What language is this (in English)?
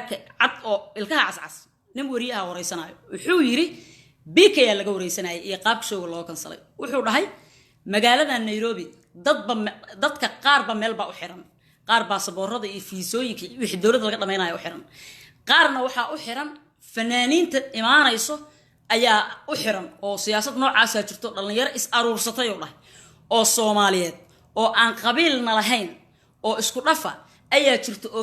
Somali